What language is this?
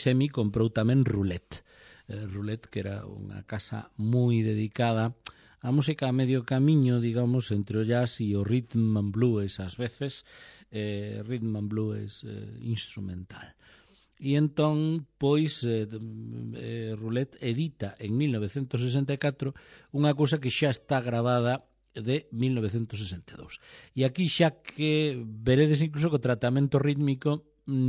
Galician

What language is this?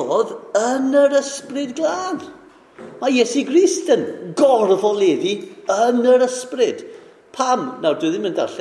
Welsh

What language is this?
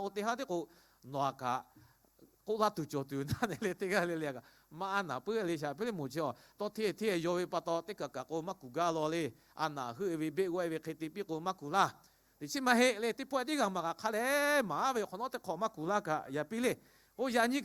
Lahu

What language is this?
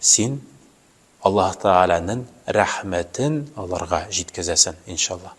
Tatar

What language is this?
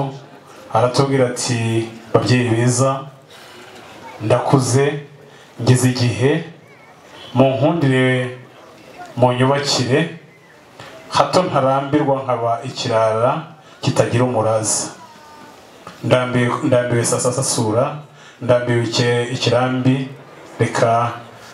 Kinyarwanda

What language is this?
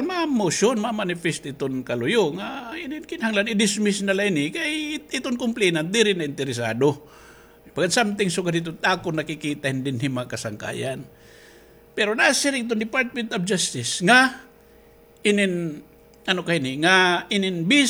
Waray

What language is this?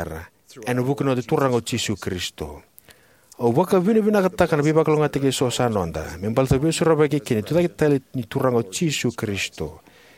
Fijian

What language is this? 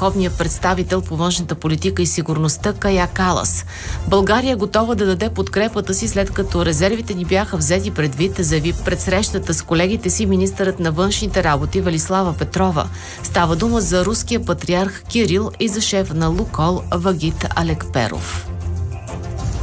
Bulgarian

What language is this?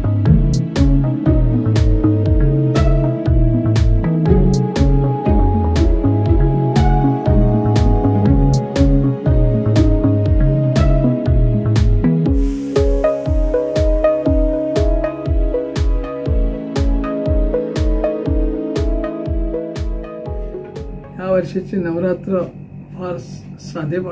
Marathi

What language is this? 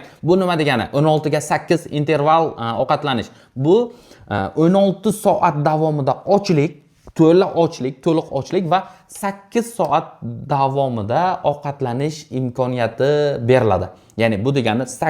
Uzbek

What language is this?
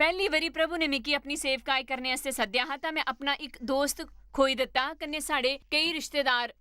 Dogri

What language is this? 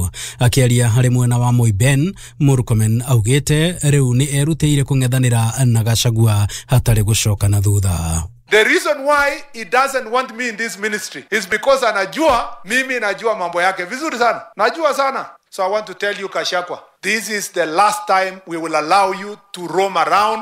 Kikuyu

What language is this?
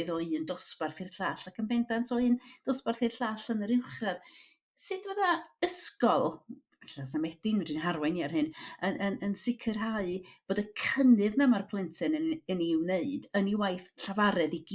Welsh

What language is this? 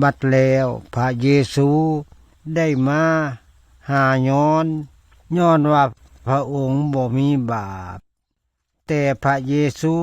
Lao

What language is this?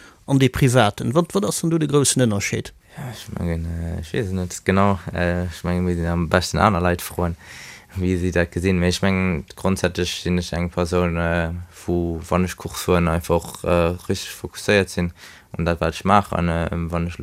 Luxembourgish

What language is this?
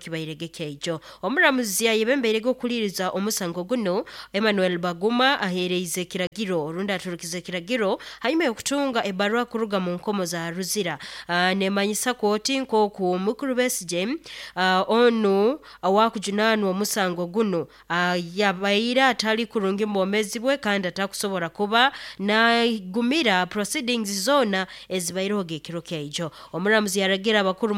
Nyoro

